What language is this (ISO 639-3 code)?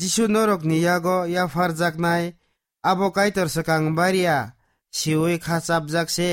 trp